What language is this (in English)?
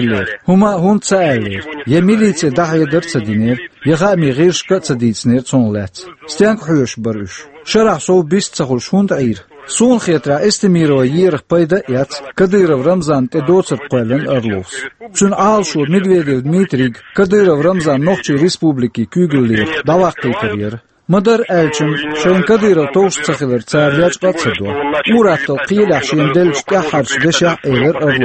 Chechen